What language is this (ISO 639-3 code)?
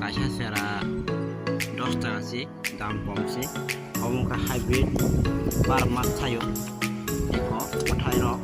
trp